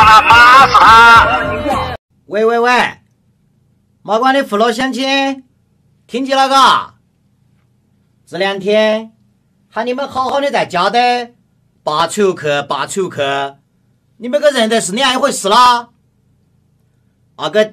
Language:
Chinese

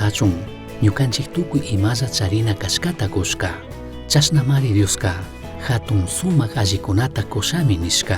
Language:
Chimborazo Highland Quichua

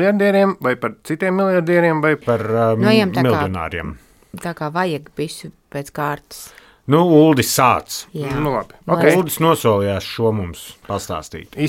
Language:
Latvian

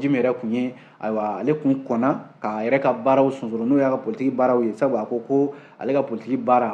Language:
Bambara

